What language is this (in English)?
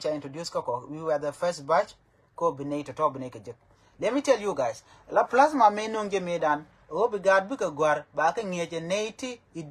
Nuer